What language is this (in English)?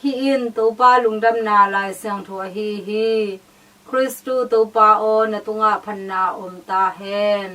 Tedim Chin